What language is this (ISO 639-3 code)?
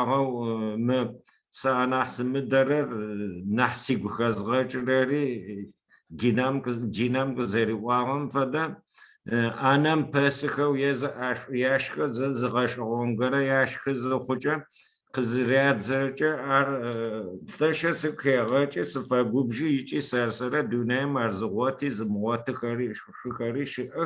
ady